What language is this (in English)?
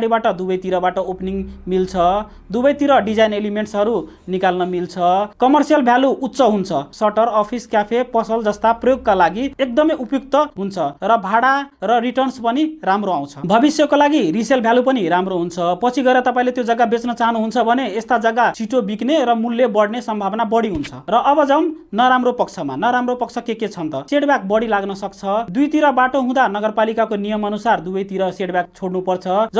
Nepali